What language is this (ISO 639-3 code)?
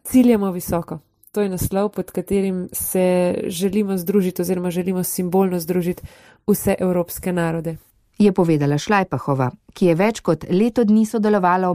slv